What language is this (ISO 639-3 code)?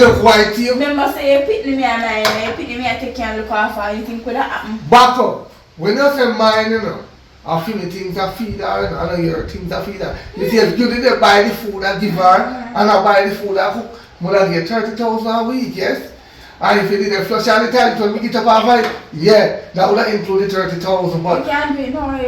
jam